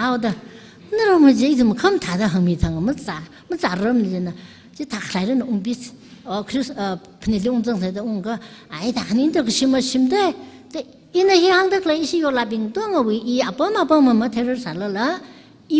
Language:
Tangkhul Naga (India)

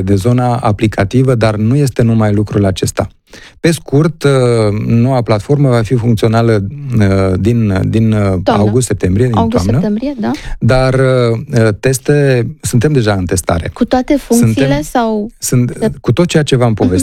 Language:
Romanian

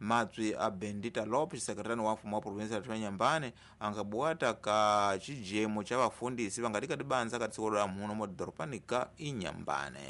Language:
Tsonga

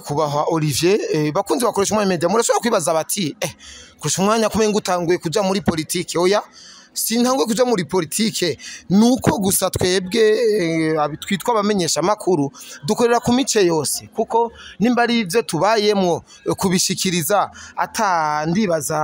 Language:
Rundi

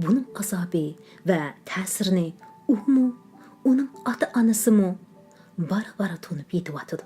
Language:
Uyghur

